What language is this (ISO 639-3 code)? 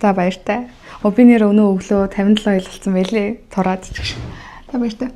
mon